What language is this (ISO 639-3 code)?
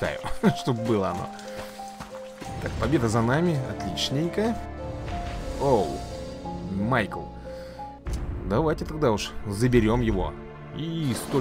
rus